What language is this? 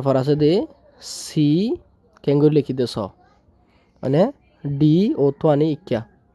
Rohingya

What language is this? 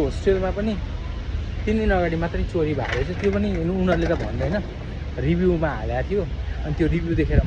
Nepali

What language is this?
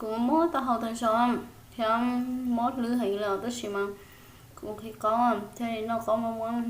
Hmong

